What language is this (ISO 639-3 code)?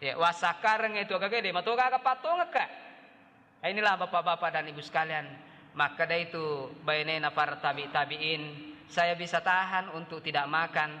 bug